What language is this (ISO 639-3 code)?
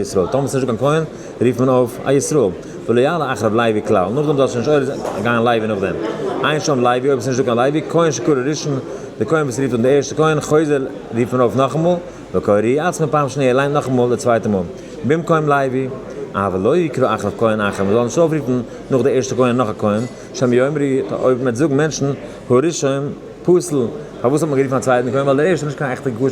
yid